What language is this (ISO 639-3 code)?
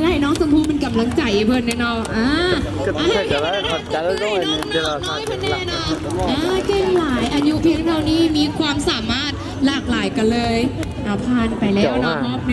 lao